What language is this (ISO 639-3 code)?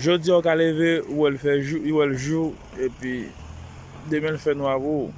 hat